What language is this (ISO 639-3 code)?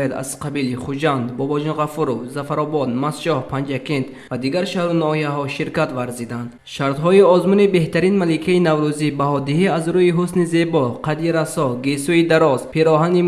tgk